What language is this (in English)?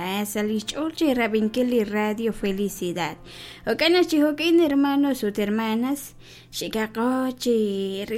Kekchí